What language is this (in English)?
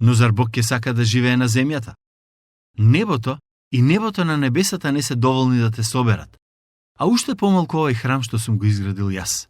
Macedonian